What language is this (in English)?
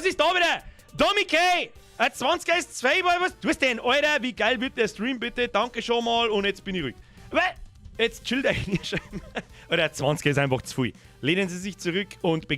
Bavarian